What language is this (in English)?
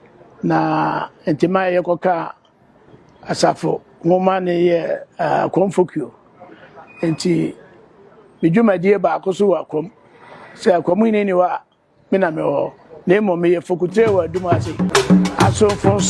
Akan